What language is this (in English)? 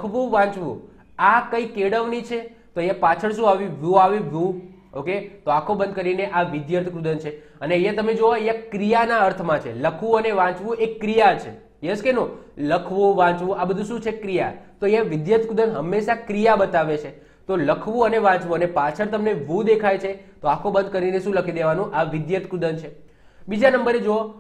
Gujarati